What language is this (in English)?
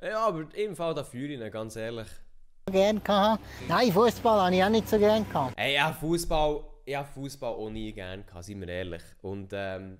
Swiss German